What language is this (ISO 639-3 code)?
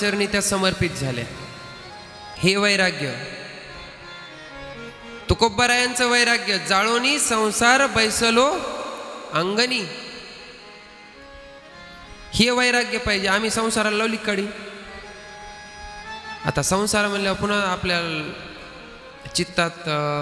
mar